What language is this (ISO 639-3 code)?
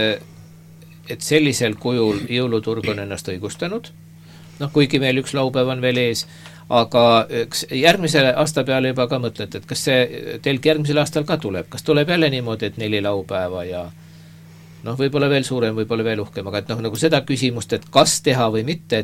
est